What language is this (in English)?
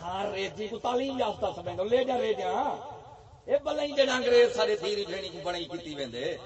Saraiki